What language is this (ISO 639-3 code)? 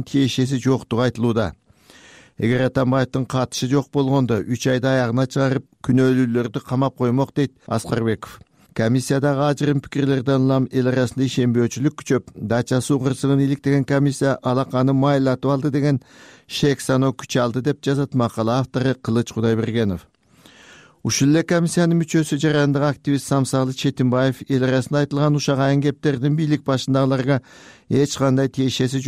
kir